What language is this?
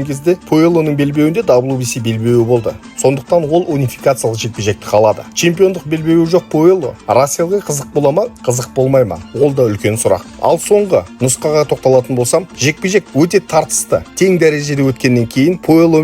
Kazakh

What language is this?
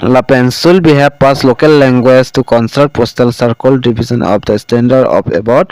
Karbi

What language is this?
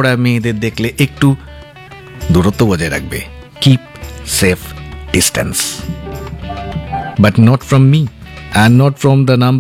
Bangla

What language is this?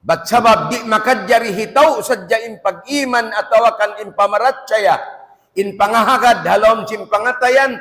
Tausug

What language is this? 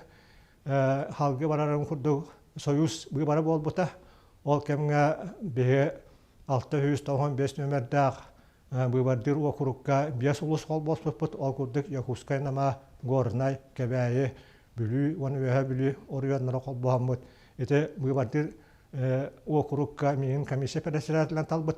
Yakut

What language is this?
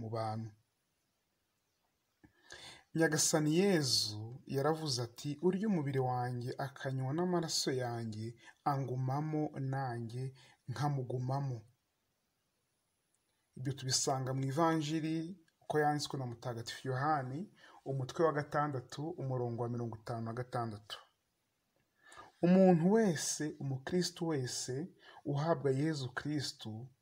Kinyarwanda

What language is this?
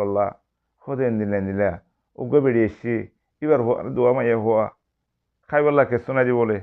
Rohingya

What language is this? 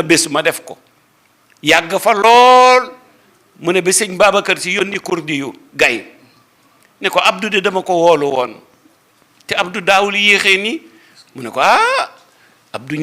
Wolof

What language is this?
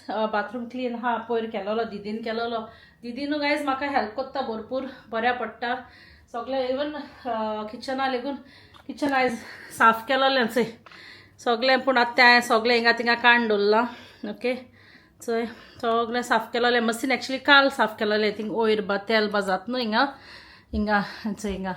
Konkani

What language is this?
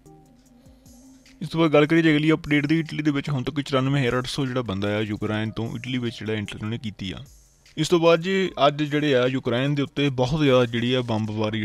Punjabi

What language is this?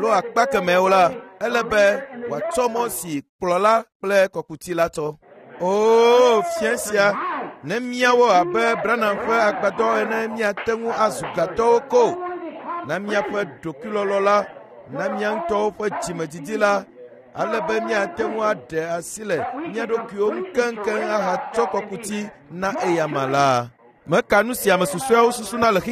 Ewe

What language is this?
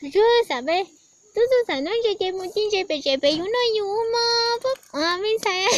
Hmong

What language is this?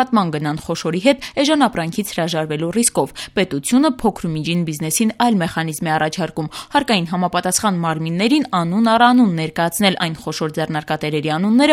Armenian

